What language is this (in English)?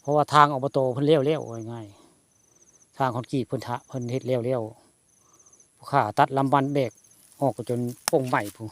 Northeastern Thai